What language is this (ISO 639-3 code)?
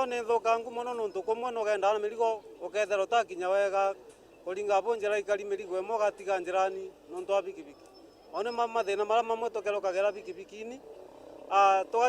mer